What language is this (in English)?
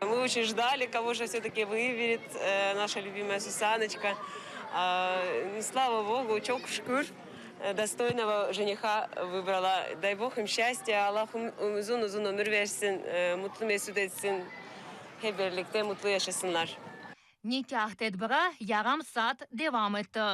Crimean Tatar